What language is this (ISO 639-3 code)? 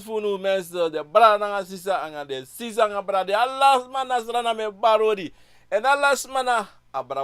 srn